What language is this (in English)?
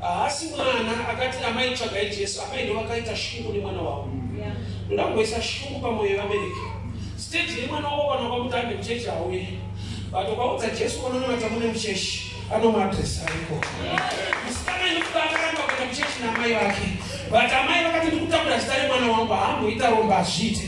Shona